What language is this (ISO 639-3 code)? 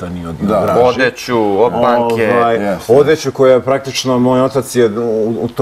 srp